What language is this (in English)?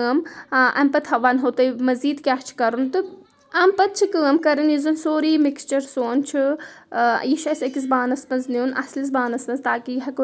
Kashmiri